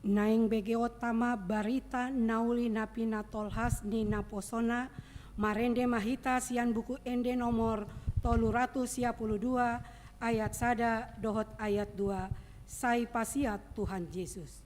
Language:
Batak Toba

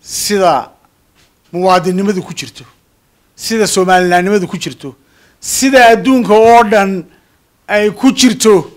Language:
Somali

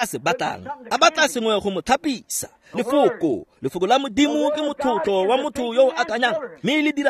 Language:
Tswana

